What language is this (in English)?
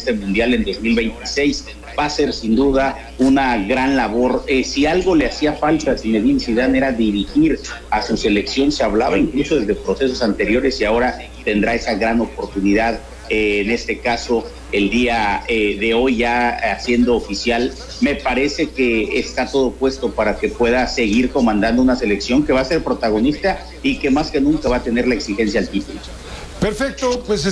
Spanish